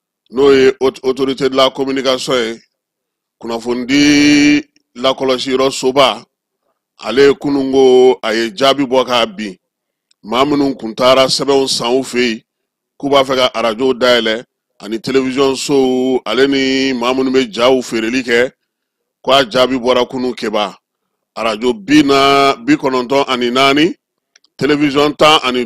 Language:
Bambara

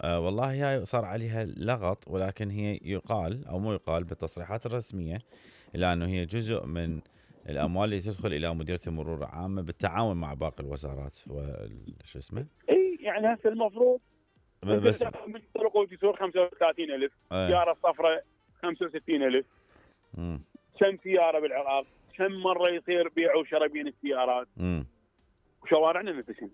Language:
Mesopotamian Arabic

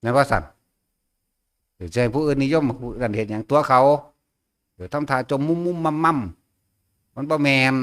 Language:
Northeastern Thai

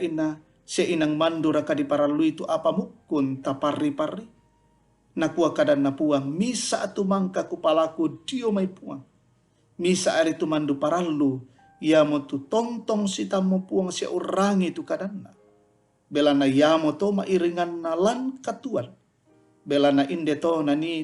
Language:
Toraja-Sa'dan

